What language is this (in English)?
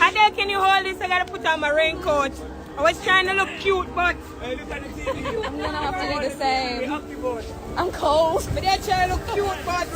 Jamaican Creole English